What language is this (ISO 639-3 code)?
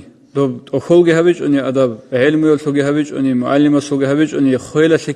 ava